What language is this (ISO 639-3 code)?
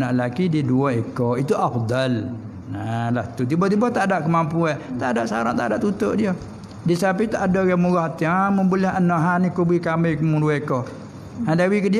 msa